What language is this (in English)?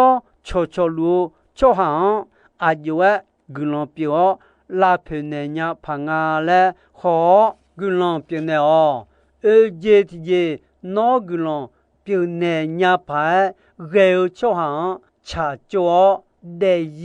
Akha